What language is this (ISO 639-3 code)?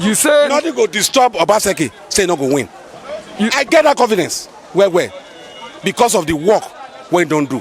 pcm